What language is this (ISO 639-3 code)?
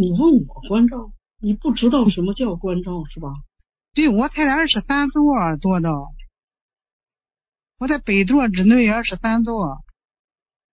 zho